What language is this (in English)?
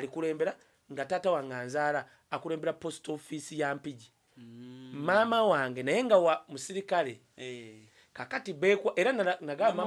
Ganda